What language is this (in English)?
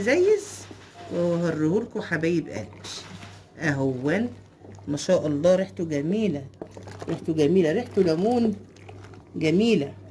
Egyptian Arabic